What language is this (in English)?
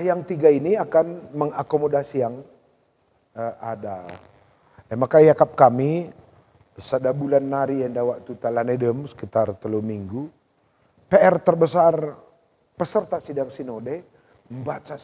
Batak Karo